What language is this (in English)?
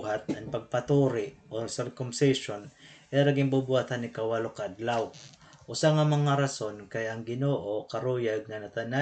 Waray